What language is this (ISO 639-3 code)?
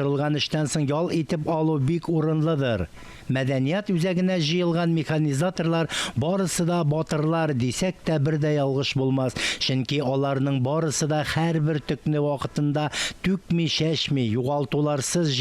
tat